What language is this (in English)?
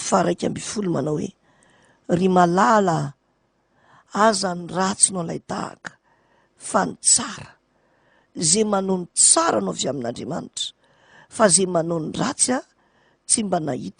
Malagasy